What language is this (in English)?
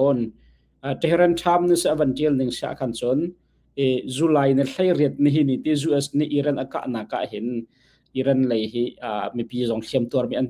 Hakha Chin